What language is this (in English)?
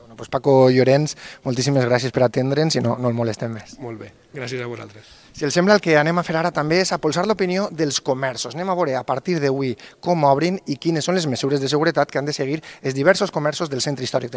Catalan